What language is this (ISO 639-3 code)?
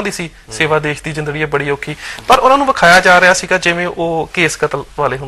pan